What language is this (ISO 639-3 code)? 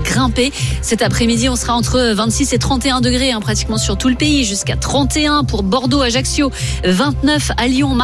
fra